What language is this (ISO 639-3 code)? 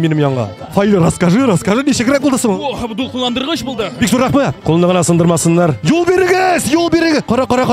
tat